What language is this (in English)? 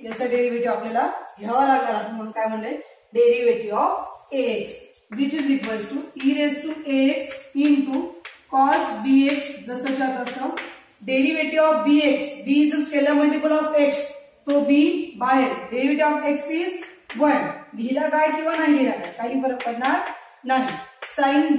Marathi